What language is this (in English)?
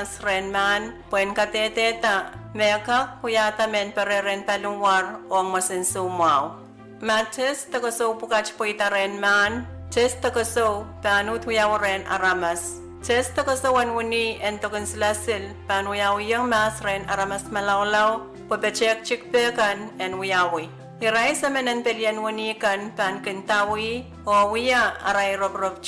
Pohnpeian